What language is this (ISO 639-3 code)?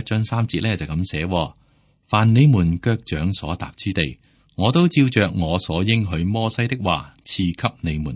yue